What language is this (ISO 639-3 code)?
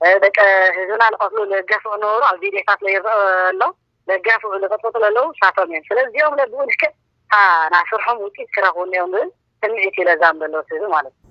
tir